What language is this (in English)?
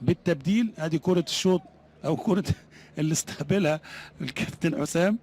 Egyptian Arabic